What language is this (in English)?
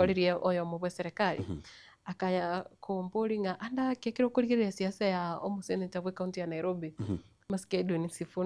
Gusii